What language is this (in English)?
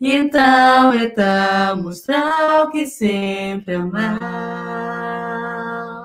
Kabuverdianu